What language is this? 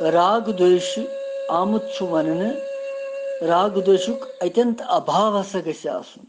Kashmiri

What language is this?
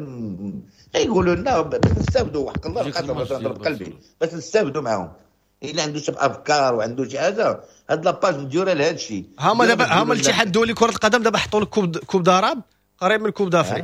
Moroccan Arabic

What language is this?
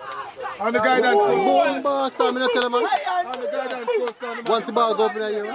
Jamaican Creole English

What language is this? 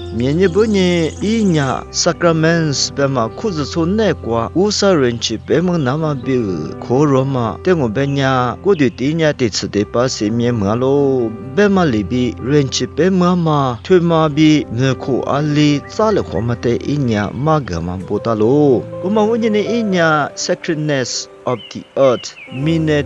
Lisu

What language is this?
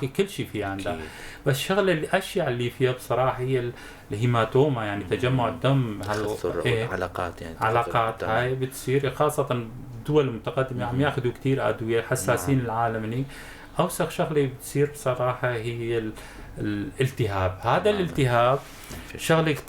North Levantine Arabic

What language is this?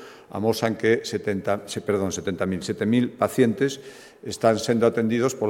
Galician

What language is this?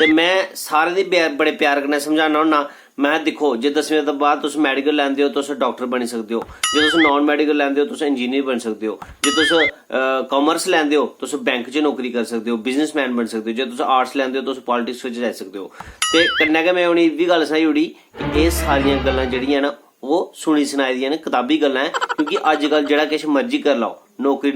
Dogri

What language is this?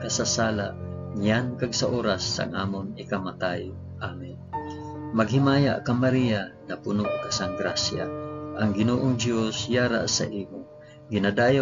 Hiligaynon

